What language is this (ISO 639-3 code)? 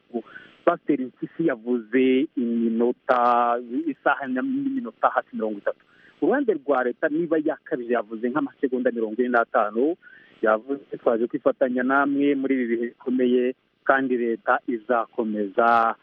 kin